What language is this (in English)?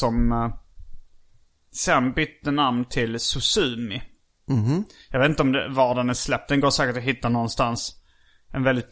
Swedish